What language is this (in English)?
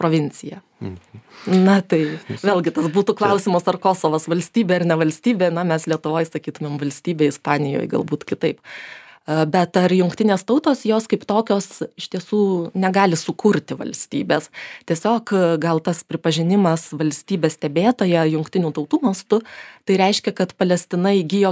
Lithuanian